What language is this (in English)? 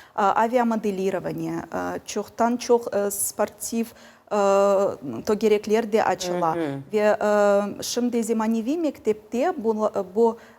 Crimean Tatar